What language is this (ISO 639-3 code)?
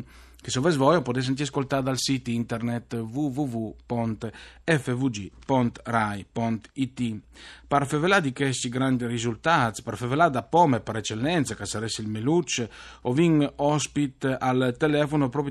fur